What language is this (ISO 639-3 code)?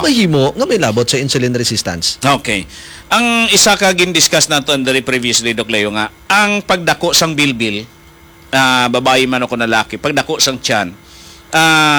hil